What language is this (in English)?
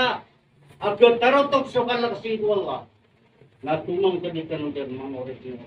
Maranao